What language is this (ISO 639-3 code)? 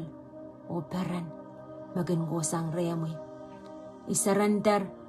pon